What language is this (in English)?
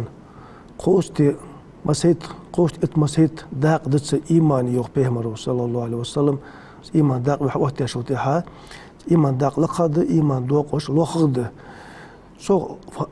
Ingush